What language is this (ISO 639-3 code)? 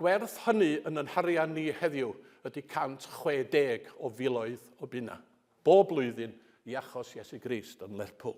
cym